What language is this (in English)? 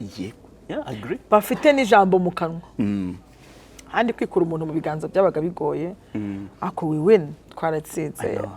Kinyarwanda